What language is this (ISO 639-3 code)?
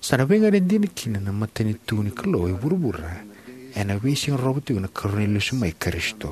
fij